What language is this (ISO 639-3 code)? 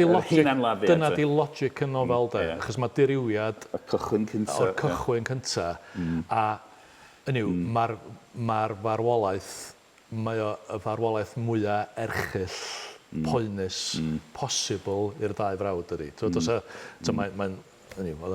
cym